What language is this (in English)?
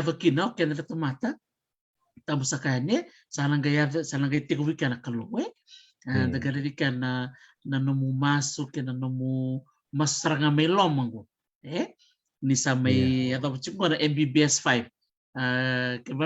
Fijian